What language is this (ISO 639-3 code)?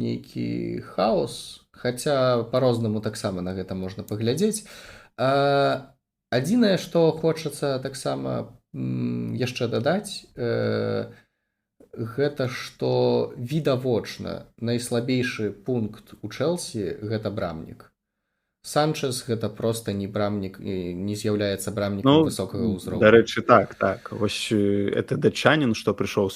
bel